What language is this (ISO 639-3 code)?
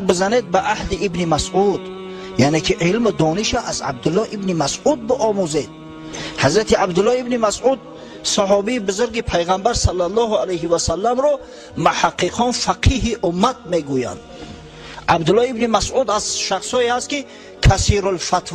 tgk